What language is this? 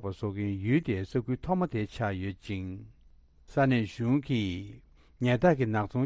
Tibetan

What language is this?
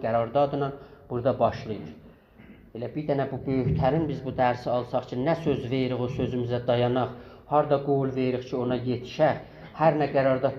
South Azerbaijani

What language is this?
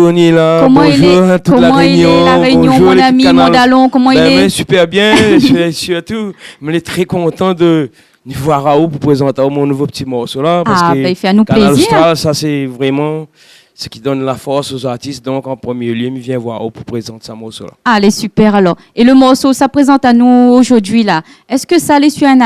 Réunion Creole French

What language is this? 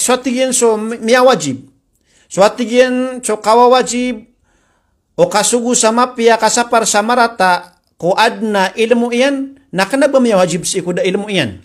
Maranao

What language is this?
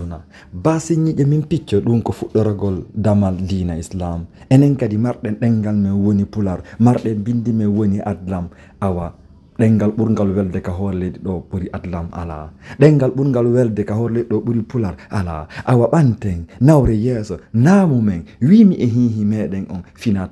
Fula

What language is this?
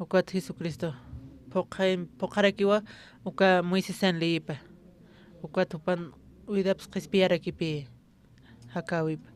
Aymara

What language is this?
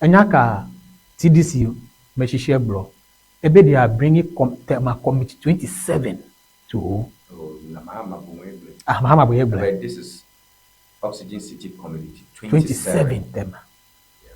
Ewe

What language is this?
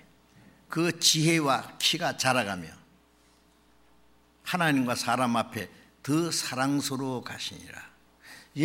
Korean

